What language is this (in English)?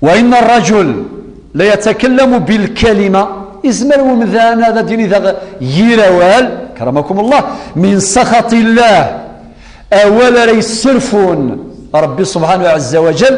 Kabyle